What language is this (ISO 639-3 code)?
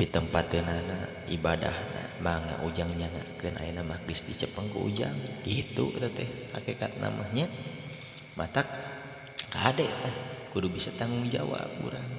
sun